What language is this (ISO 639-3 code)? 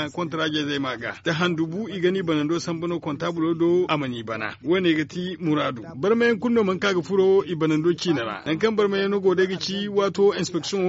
dje